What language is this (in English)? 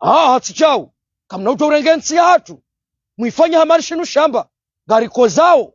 Ngazidja Comorian